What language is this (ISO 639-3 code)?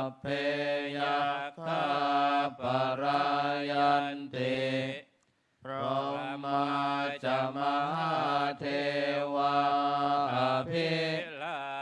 pli